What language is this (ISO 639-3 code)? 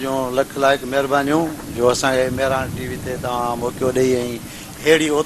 snd